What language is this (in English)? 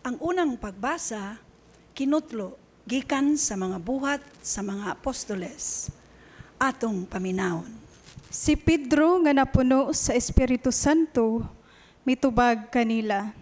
Cebuano